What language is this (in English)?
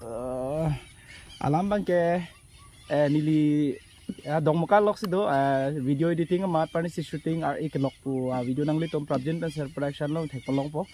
Karbi